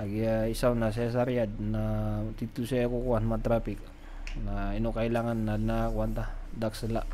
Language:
Maranao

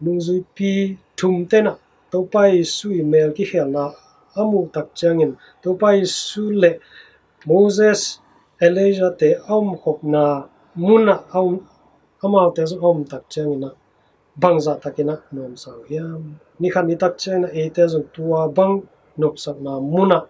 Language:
Tedim Chin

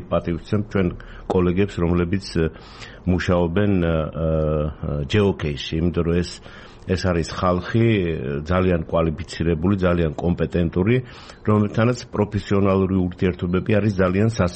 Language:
Georgian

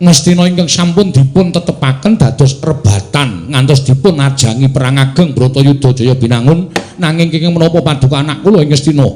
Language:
Javanese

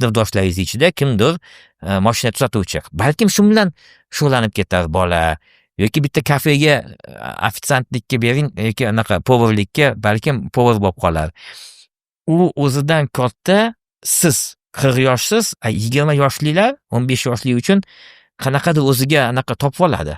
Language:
Uzbek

